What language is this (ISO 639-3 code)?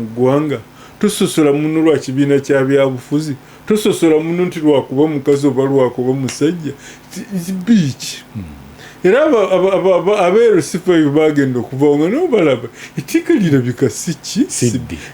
lug